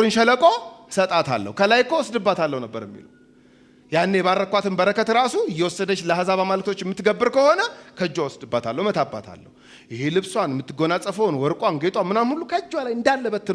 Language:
Amharic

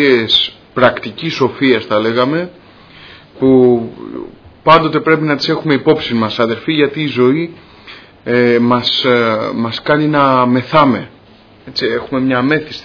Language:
Greek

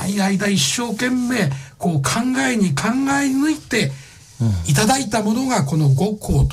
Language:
Japanese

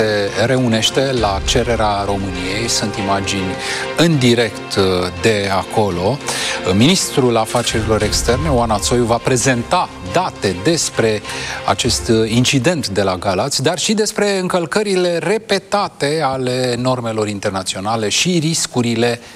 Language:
Romanian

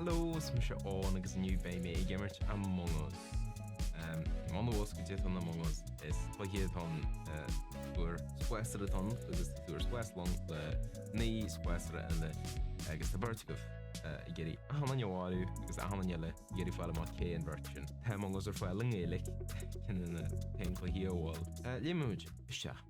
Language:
Irish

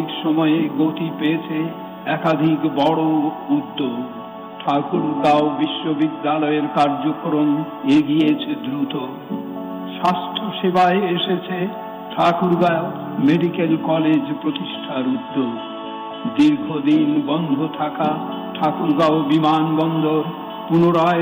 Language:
Bangla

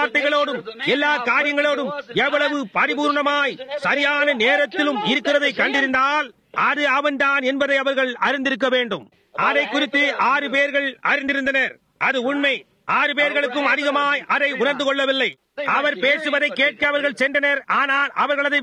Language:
Tamil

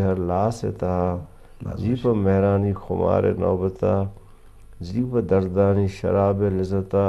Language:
Eastern Balochi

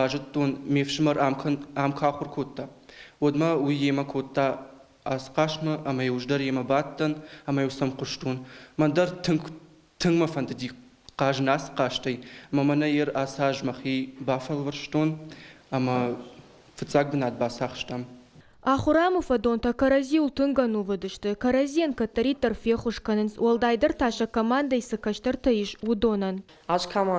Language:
Ossetic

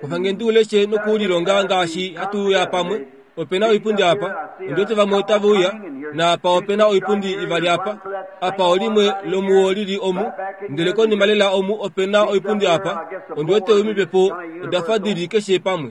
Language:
Kuanyama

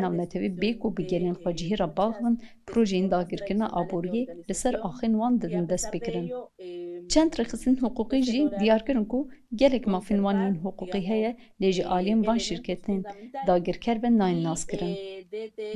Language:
Kurdish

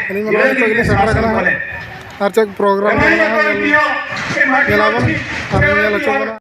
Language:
Santali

